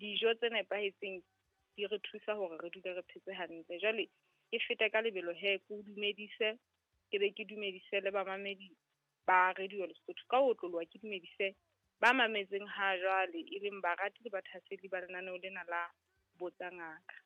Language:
Southern Sotho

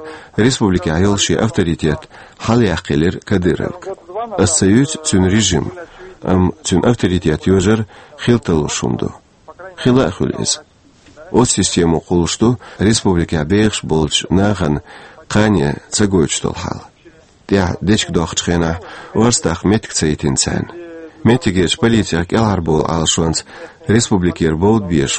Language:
Chechen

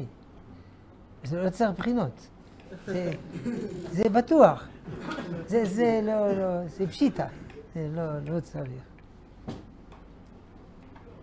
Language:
Hebrew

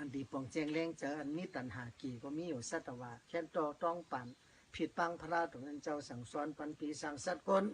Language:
Shan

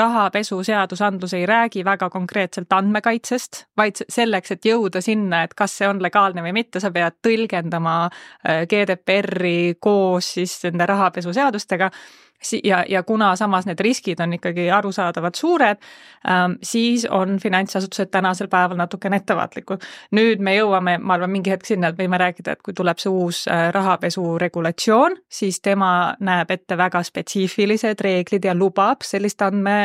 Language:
Estonian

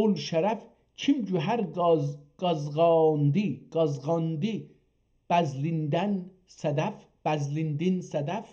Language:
South Azerbaijani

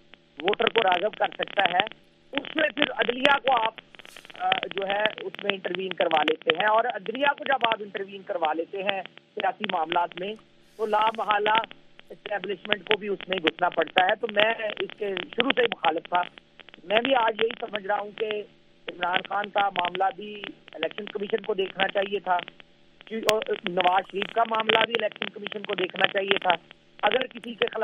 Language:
Urdu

